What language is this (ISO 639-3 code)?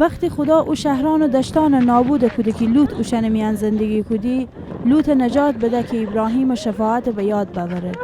glk